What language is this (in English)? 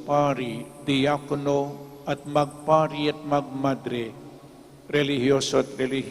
Pampanga